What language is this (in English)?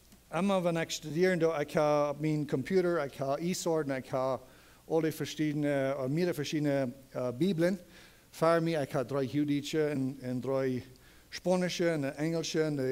Plautdietsch